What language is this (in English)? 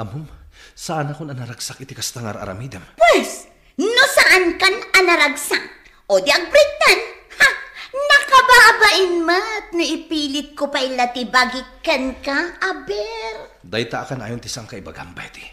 Iloko